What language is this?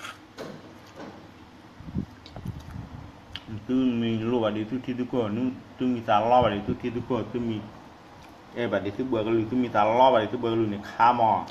S'gaw Karen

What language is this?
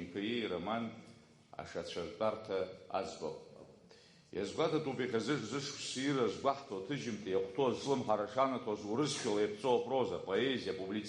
Abkhazian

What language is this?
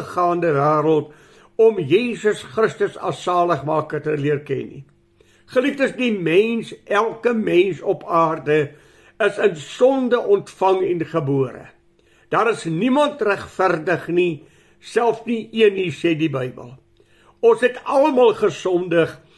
Afrikaans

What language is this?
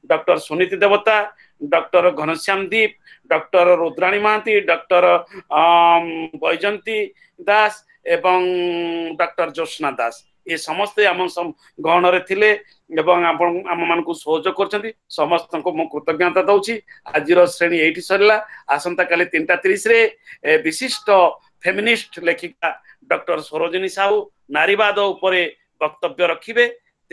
Odia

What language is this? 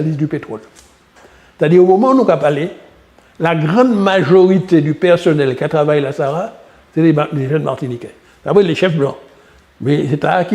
Guadeloupean Creole French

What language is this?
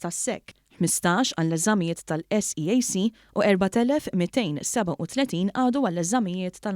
Maltese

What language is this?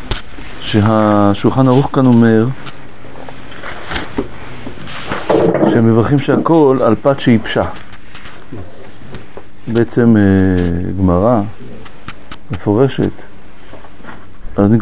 Hebrew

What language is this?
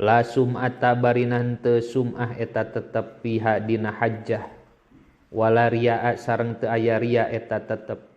Sundanese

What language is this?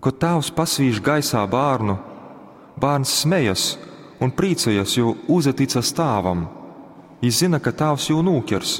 Latgalian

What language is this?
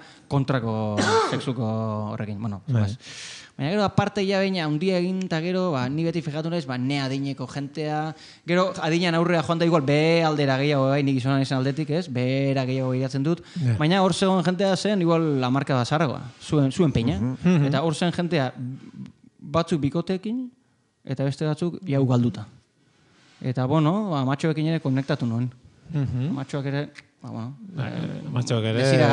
Basque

